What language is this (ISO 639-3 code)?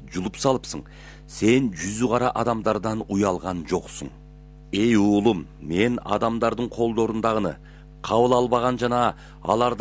kir